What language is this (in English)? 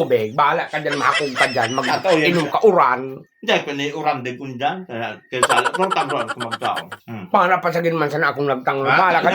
Bikol